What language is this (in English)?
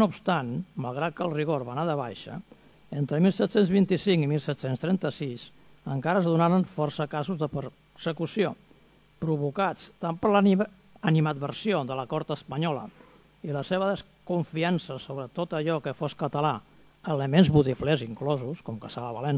Catalan